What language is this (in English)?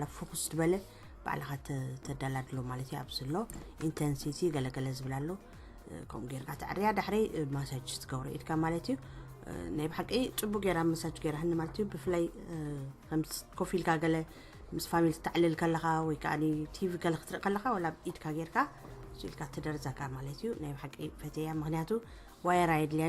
Tigrinya